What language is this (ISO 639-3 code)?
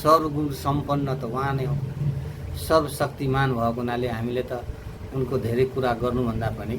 nep